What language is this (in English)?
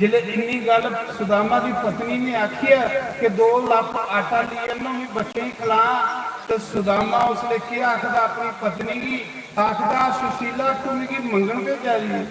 Dogri